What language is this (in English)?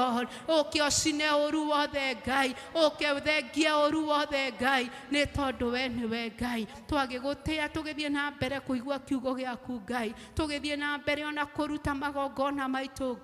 Kikuyu